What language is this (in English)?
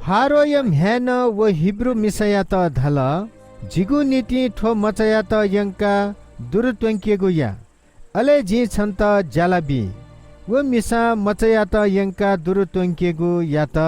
Newari